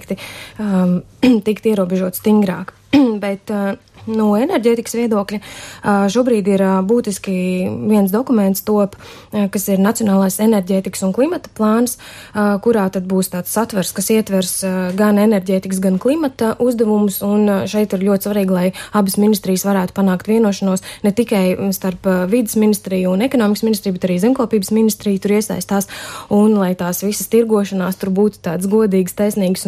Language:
Latvian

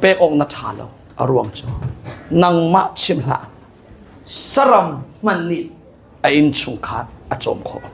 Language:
Hakha Chin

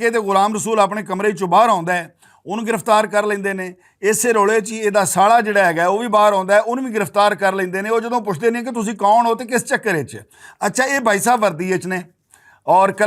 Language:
Western Panjabi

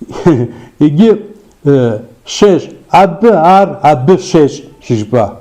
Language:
Kabardian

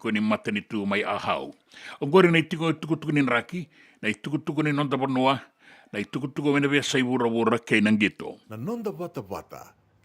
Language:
Fijian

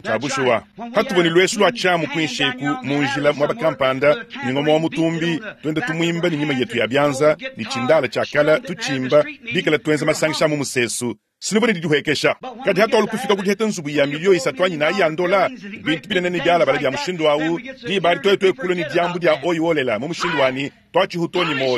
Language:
Luba-Lulua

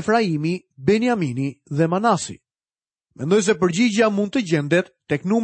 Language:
Albanian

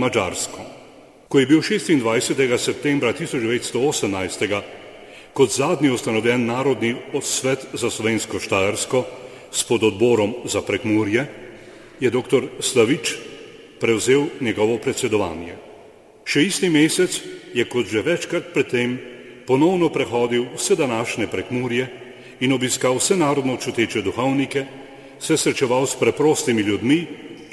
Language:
Slovenian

